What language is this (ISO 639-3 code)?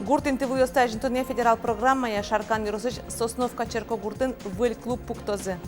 udm